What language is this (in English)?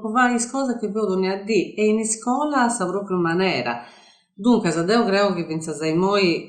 Sardinian